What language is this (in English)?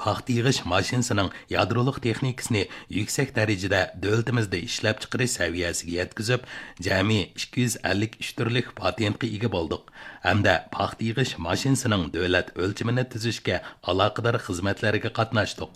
Uyghur